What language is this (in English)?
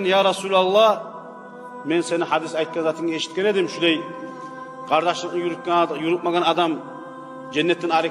Kumyk